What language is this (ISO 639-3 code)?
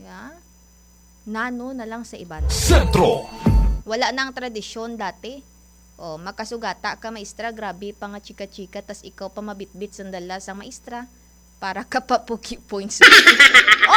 hil